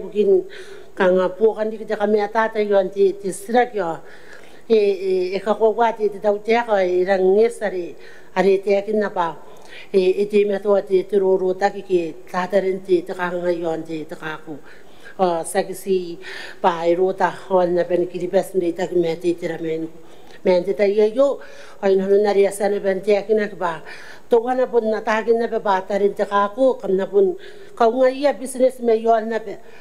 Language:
Gilbertese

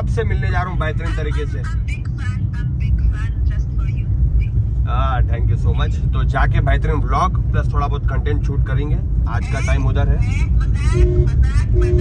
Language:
Hindi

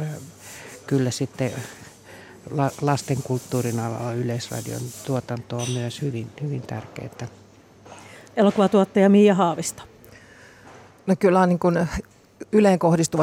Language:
Finnish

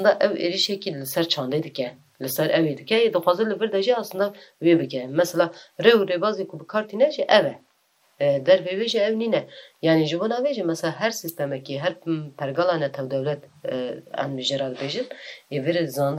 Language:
Kurdish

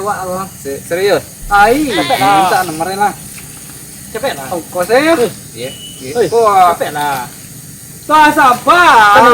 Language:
Minangkabau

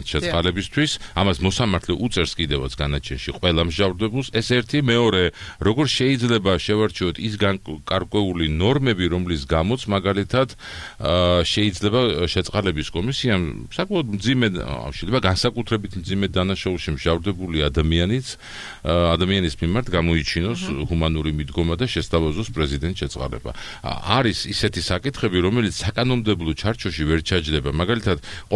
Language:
Georgian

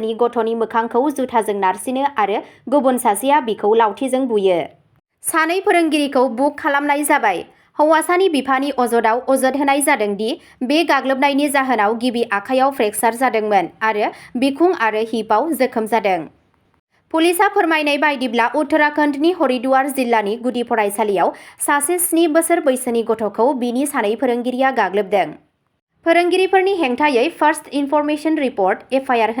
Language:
Bodo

